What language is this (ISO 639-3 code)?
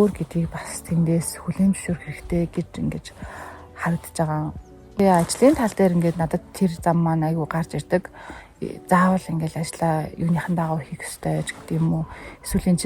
mon